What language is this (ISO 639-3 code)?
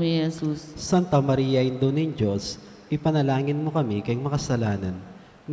pam